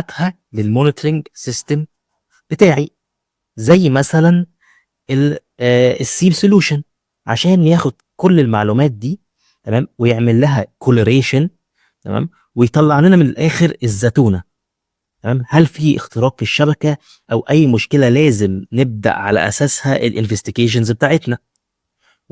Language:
Egyptian Arabic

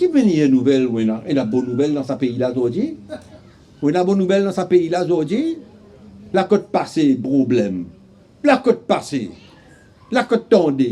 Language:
Morisyen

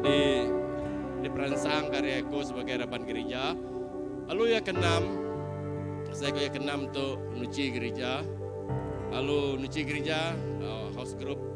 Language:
Iban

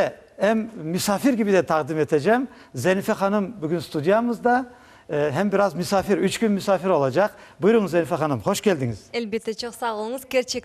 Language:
Crimean Tatar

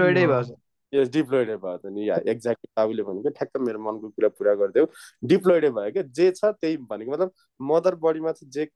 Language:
Nepali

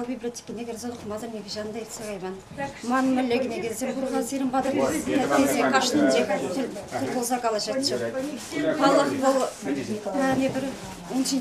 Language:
Chuvash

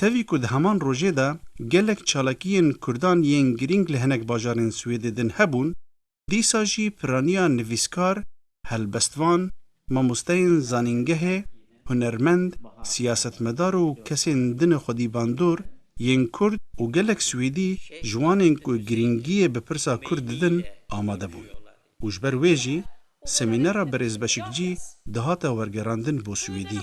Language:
Kurdish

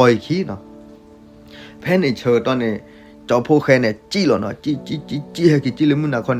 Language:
S'gaw Karen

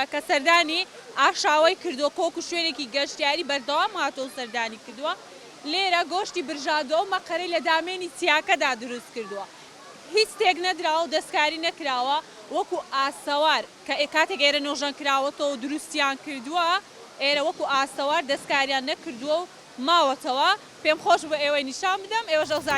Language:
Central Kurdish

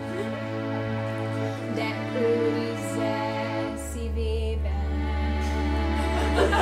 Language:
Hungarian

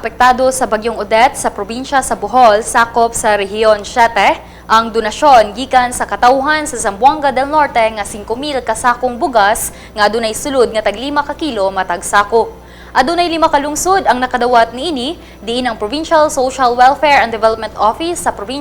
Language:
Cebuano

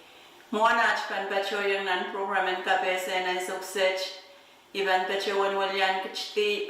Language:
Pohnpeian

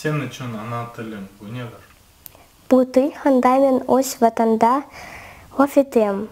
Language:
Crimean Tatar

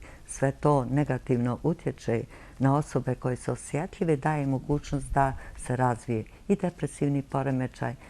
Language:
Bosnian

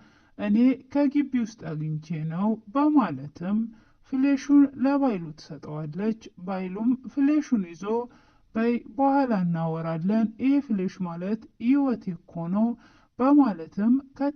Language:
Amharic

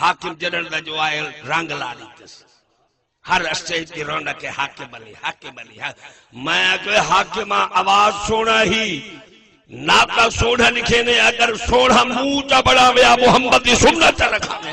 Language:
Saraiki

